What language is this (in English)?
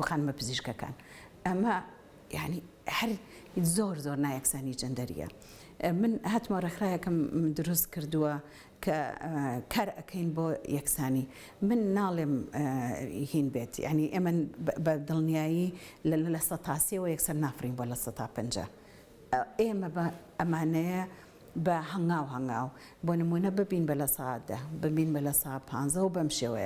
Central Kurdish